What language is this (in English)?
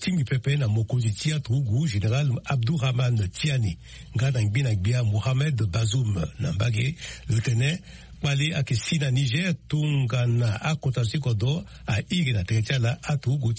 Sango